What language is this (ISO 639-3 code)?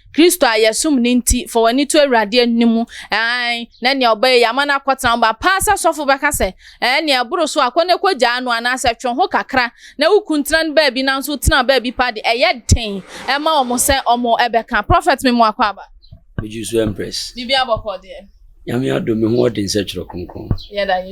aka